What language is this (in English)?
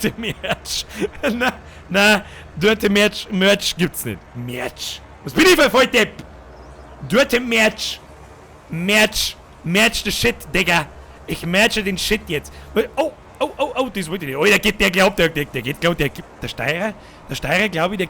Bavarian